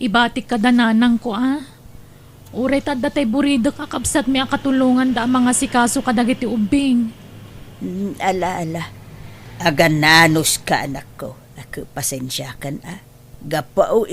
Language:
Iloko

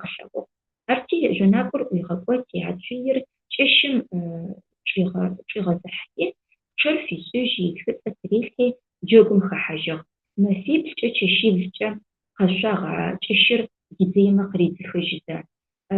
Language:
Adyghe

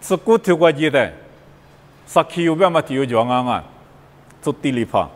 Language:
Lisu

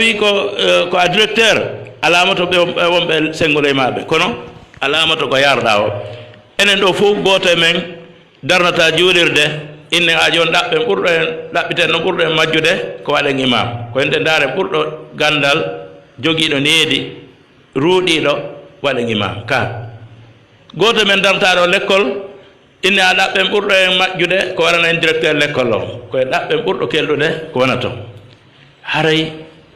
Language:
Fula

